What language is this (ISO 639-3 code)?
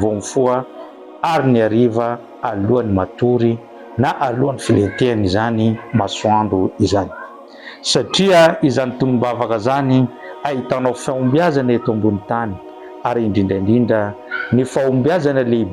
mlg